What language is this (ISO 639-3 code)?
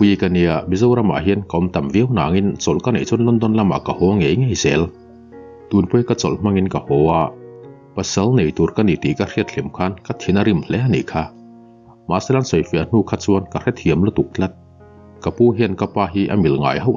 lus